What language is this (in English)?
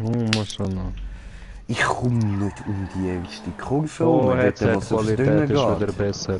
Swiss German